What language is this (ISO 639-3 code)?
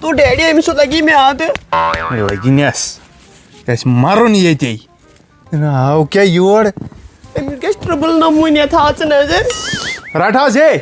kas